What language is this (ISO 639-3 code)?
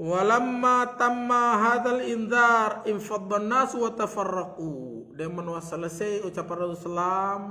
sas